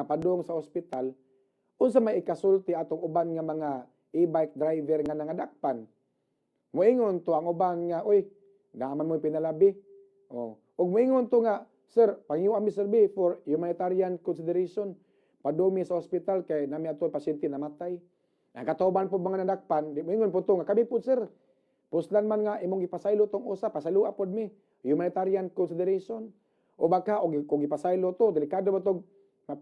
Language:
Cebuano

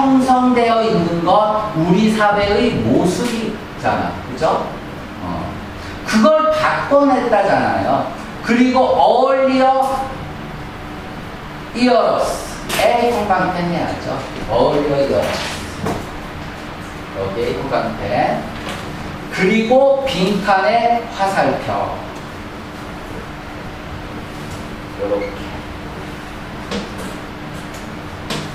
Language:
Korean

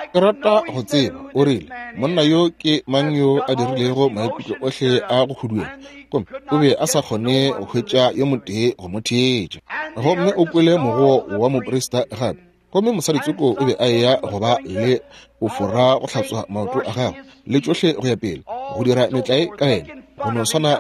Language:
Northern Sotho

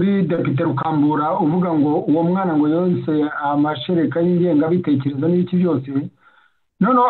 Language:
Kinyarwanda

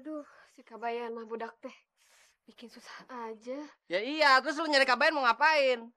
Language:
Betawi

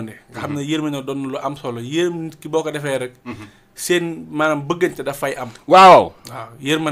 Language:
Wolof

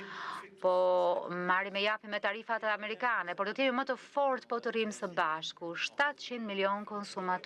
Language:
Albanian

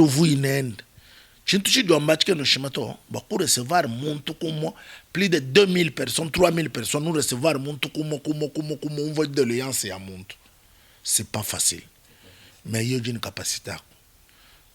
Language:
Luba-Lulua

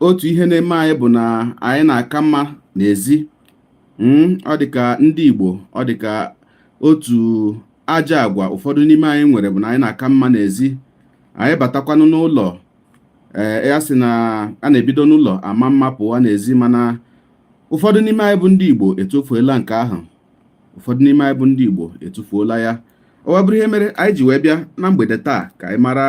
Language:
Igbo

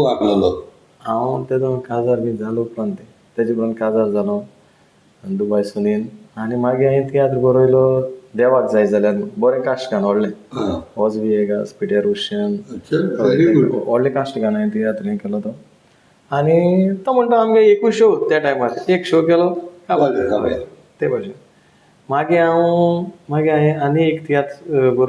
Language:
Konkani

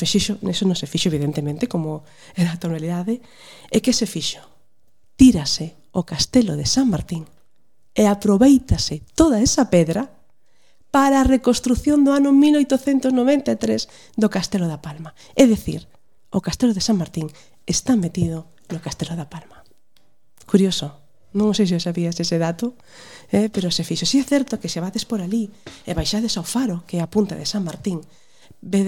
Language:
Galician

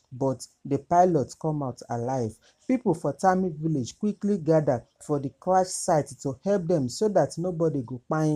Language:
Nigerian Pidgin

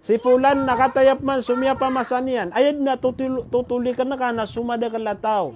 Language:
Maranao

